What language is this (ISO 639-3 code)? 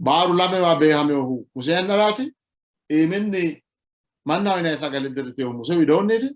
sid